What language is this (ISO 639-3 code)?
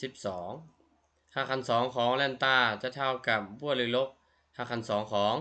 lao